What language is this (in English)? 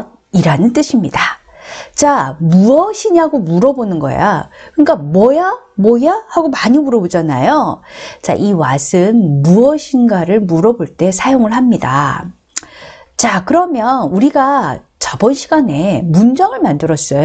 Korean